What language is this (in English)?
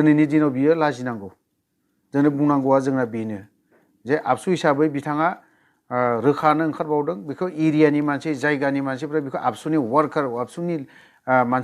Bodo